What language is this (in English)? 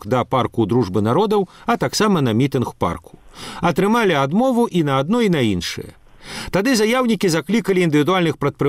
Belarusian